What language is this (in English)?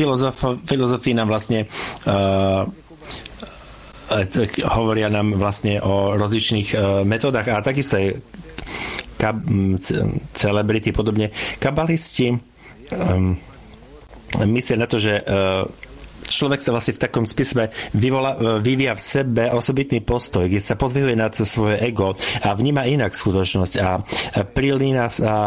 Slovak